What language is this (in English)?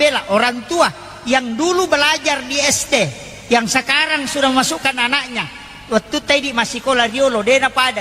Buginese